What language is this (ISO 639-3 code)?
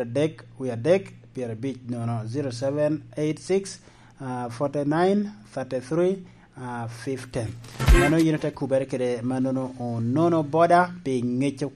laj